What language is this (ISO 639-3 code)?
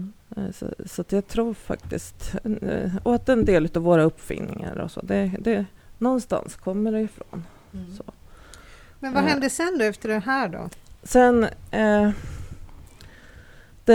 swe